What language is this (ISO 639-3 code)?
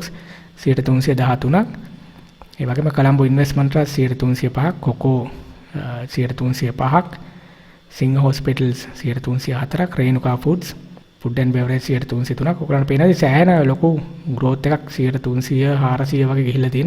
sin